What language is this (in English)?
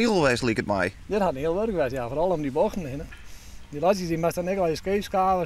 Western Frisian